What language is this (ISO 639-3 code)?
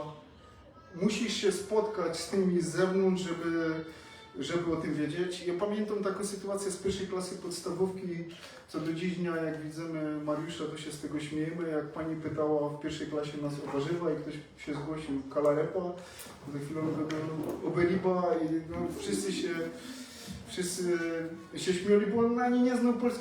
szl